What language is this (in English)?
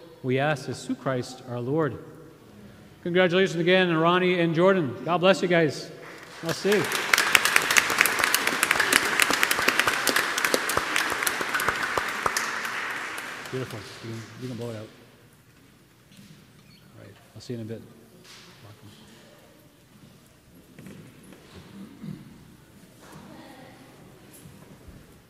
English